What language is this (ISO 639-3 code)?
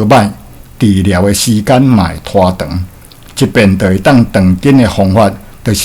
nan